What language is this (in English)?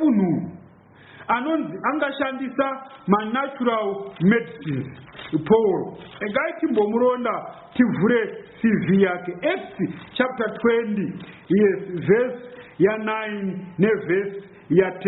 Shona